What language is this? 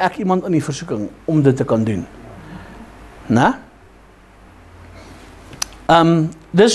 Afrikaans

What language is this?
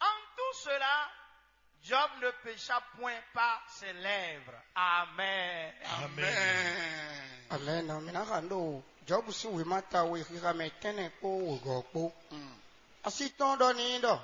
Fon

